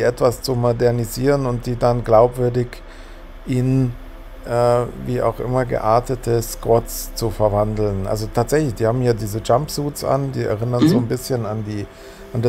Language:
German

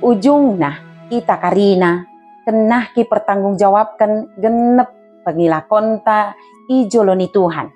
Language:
Batak Dairi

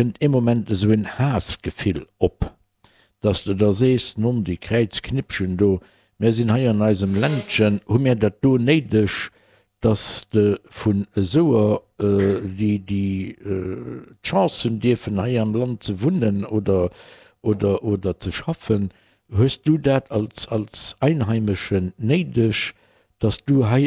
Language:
Luxembourgish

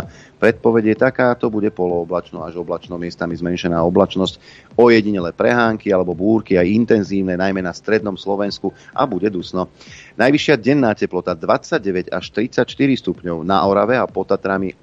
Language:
Slovak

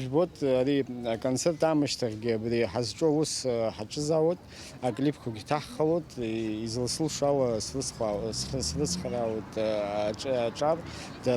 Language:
Abkhazian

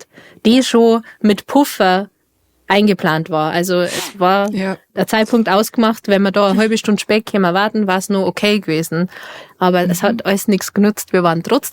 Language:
Bavarian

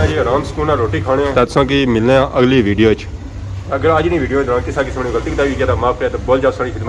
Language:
Pahari-Potwari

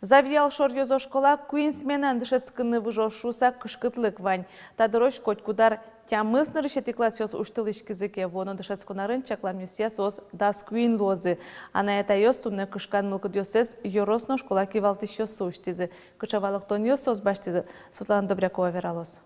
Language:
Udmurt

